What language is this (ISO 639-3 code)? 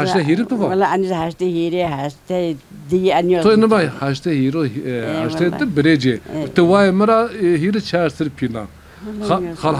zza